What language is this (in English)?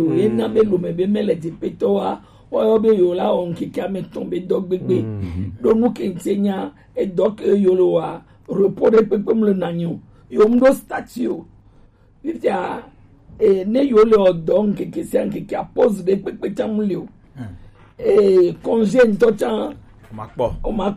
Gen